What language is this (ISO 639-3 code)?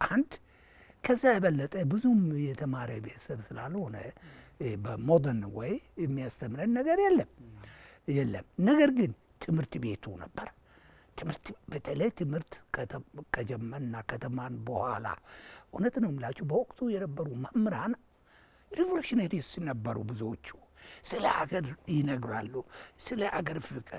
amh